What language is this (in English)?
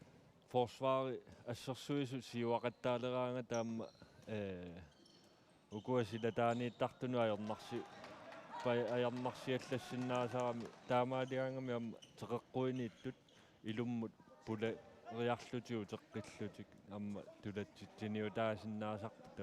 Kalaallisut